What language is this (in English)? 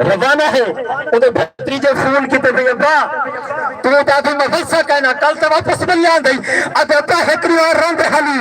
Saraiki